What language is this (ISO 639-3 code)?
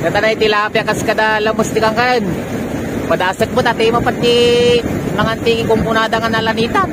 ilo